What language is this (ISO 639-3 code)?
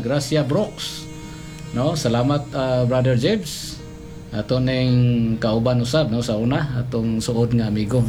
ceb